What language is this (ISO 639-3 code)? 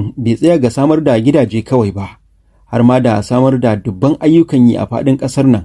hau